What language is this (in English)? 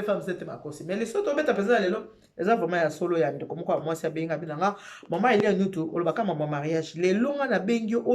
Lingala